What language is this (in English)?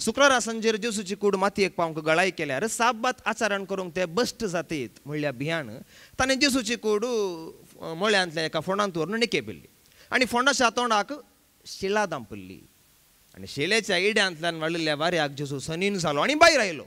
Konkani